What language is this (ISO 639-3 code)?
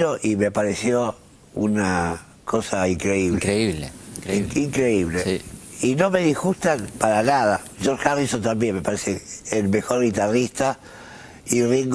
spa